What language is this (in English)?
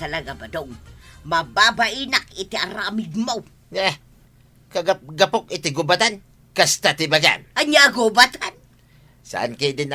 Iloko